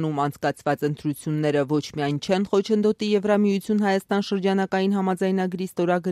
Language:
Armenian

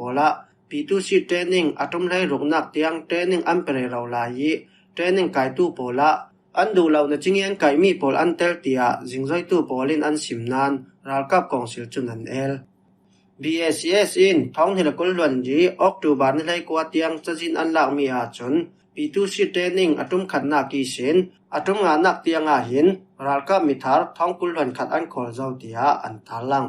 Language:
Falam Chin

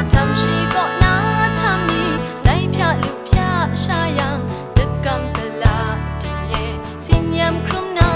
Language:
Kachin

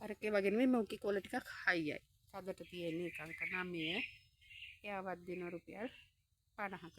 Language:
Sinhala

